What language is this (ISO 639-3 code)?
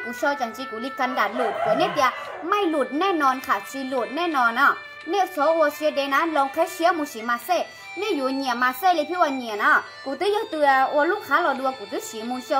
tha